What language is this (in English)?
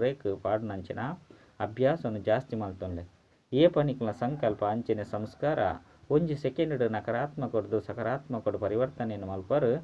Tulu